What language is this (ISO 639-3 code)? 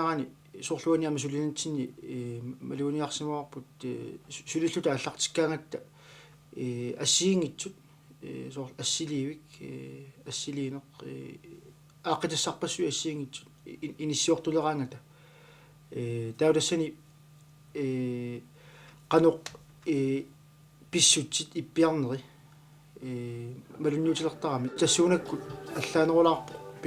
kal